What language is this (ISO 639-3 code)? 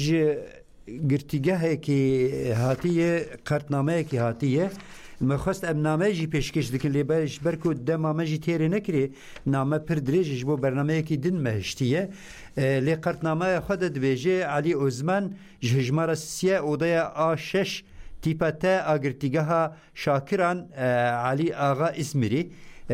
kur